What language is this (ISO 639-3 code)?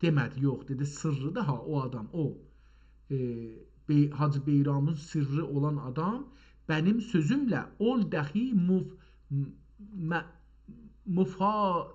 azb